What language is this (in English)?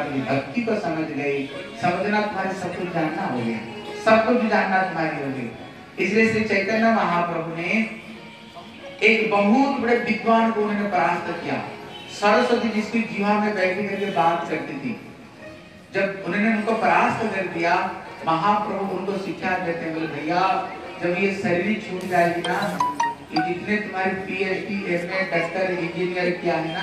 Hindi